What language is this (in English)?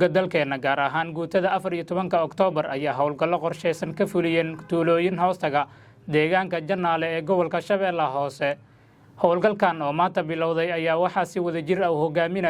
Somali